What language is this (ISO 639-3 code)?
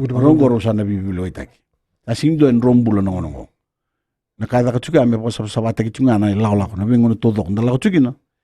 fij